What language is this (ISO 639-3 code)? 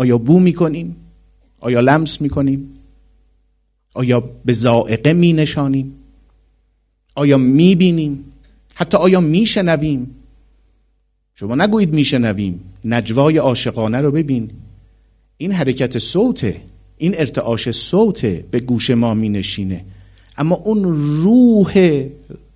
fas